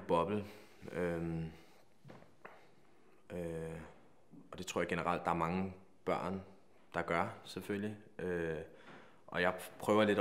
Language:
Danish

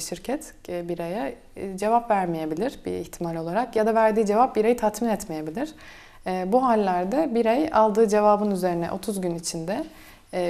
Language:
Turkish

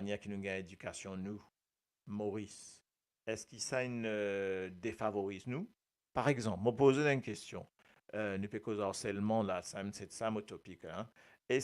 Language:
Morisyen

